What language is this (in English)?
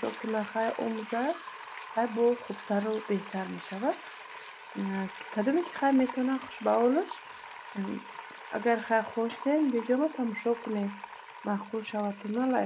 Tajik